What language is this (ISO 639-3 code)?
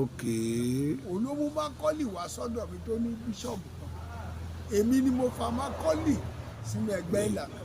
yor